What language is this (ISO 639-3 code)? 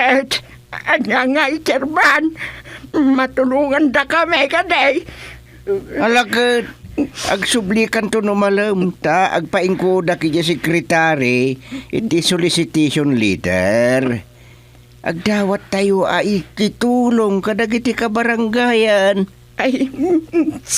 ilo